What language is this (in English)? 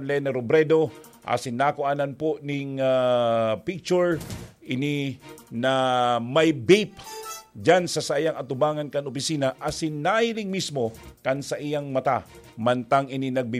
Bikol